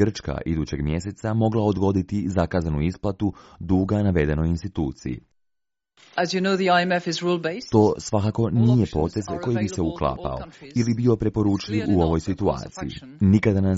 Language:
Croatian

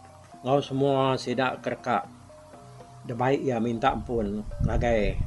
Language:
Iban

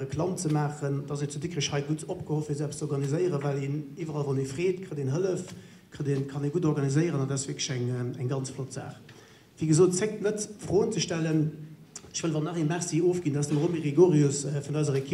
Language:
Luxembourgish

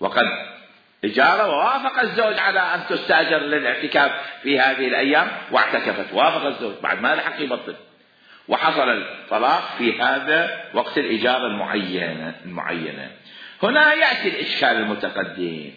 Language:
Mesopotamian Arabic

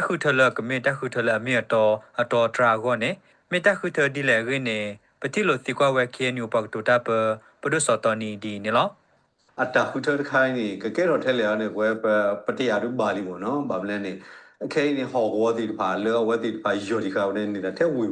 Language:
S'gaw Karen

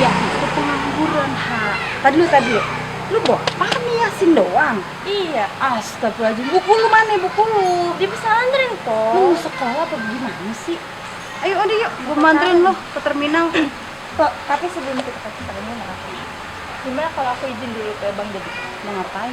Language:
Betawi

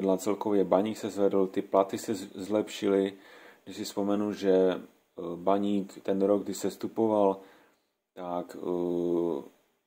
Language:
Czech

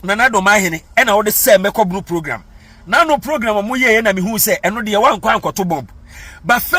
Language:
Akan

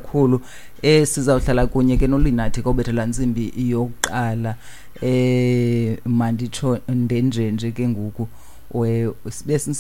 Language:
Xhosa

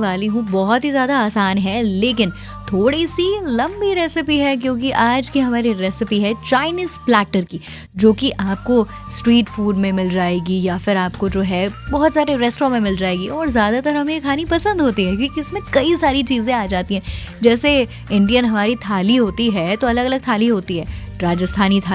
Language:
Hindi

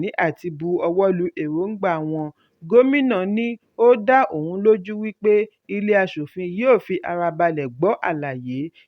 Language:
Yoruba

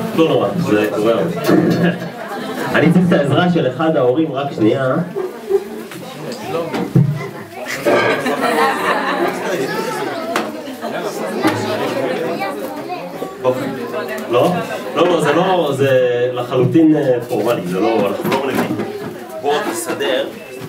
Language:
Hebrew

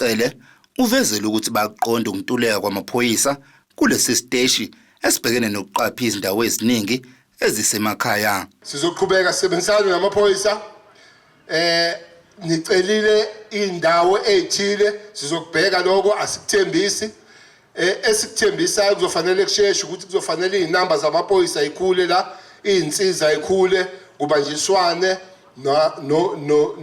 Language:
Zulu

